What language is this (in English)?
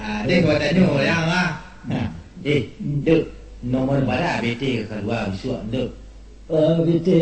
Minangkabau